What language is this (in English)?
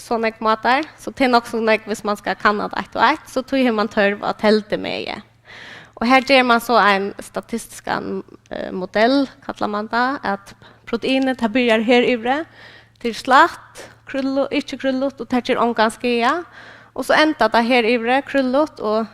Faroese